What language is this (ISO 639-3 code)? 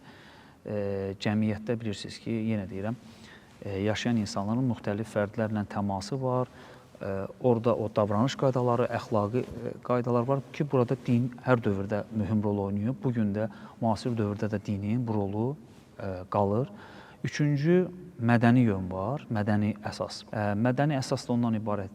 aze